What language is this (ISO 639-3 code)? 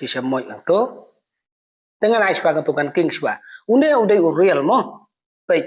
kha